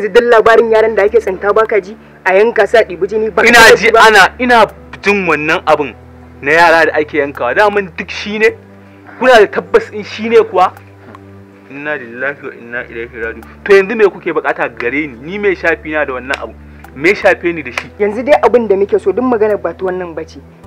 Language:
Hausa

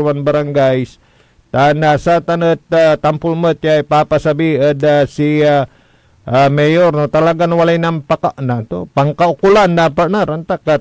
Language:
Pangasinan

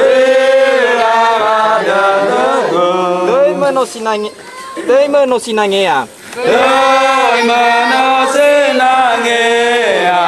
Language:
Nias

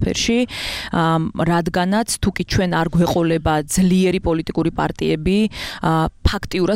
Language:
Georgian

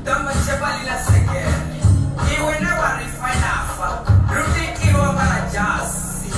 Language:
Venda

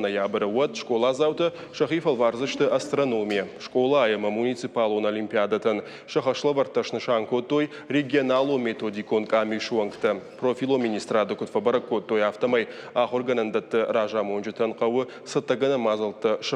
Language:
Ossetic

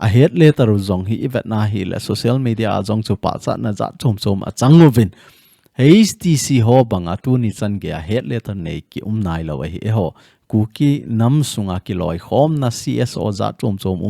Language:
Thado Chin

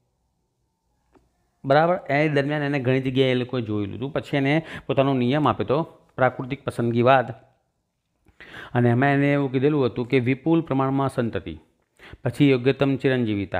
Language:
Gujarati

